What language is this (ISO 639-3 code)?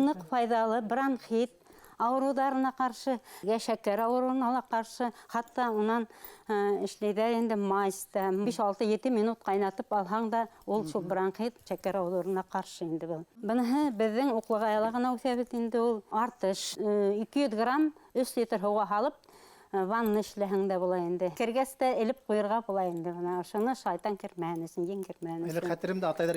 bak